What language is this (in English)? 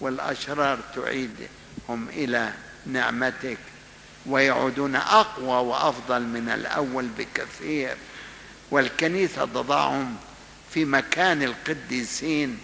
Egyptian Arabic